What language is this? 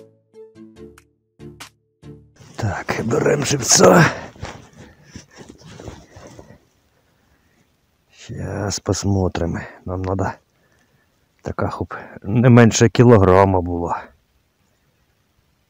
Ukrainian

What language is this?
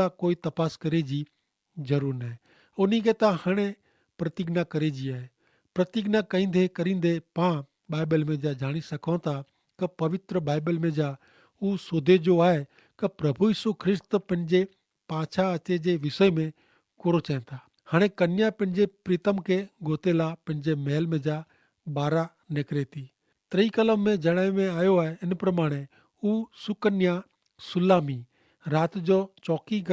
Kachhi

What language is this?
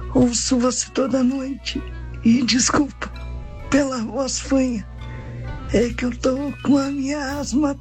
Portuguese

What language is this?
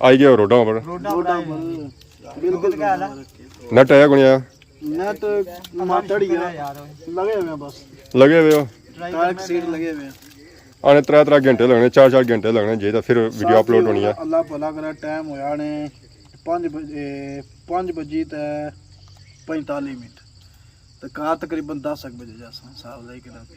Pahari-Potwari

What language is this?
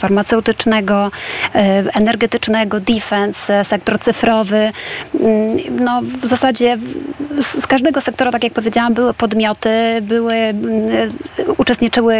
Polish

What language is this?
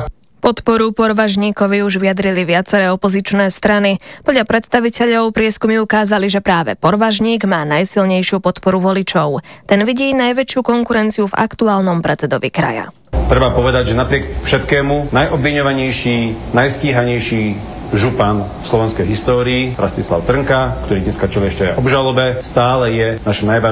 Slovak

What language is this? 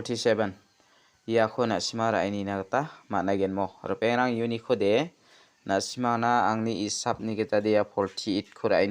Garo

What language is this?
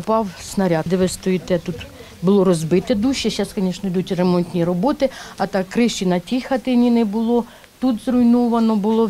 Ukrainian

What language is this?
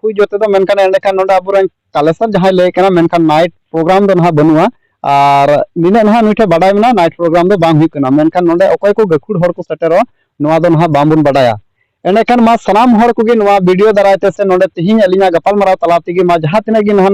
Santali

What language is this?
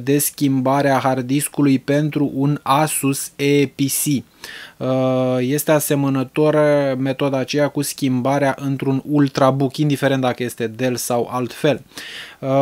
Romanian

